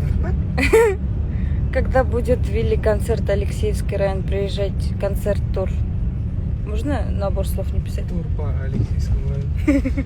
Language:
Tatar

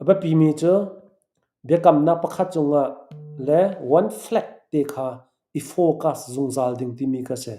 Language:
Hakha Chin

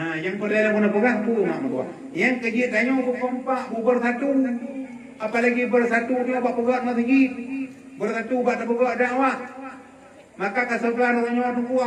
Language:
Achinese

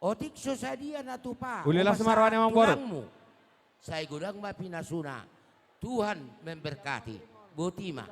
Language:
Batak Toba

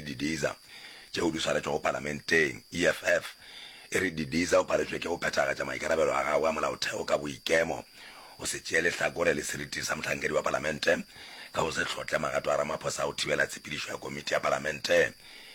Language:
Northern Sotho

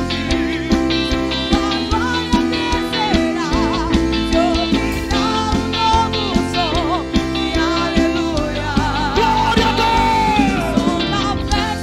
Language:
Portuguese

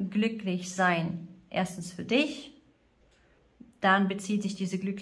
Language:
German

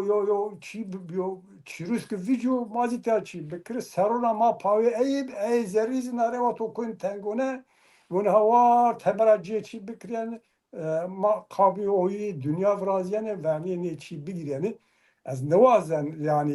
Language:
Zaza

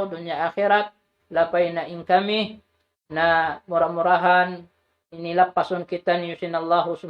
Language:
Tausug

